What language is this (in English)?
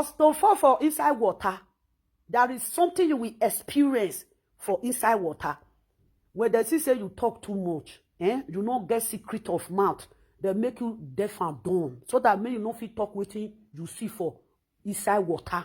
Nigerian Pidgin